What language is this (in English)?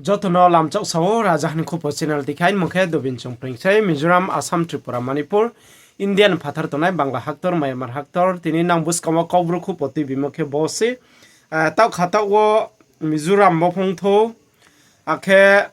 Riang (India)